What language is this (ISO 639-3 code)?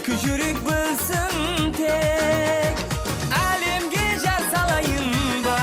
kaa